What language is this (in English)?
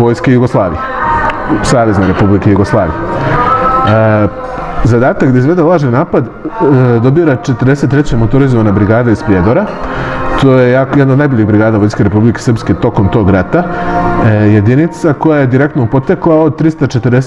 Serbian